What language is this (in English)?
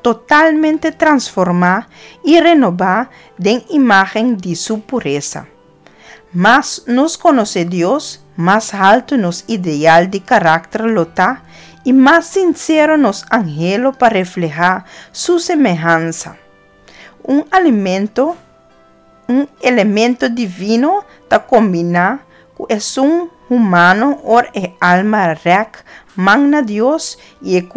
Papiamento